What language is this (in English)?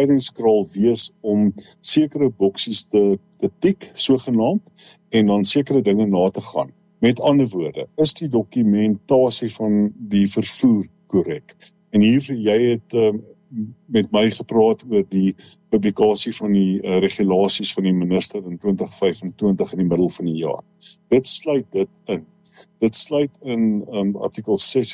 Afrikaans